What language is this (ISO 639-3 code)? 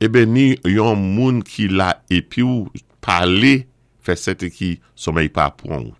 acf